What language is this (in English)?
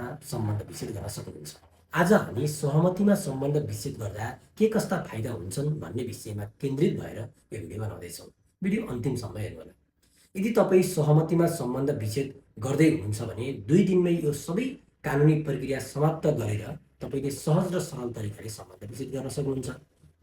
Nepali